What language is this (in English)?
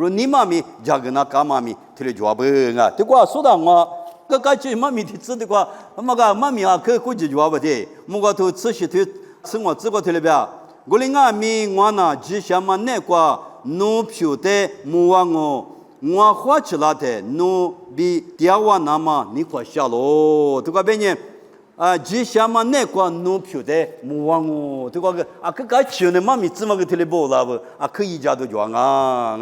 Lisu